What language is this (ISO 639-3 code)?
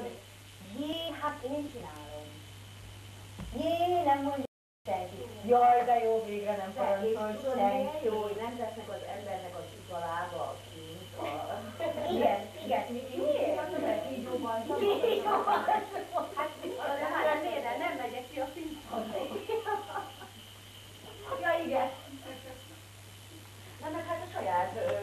hun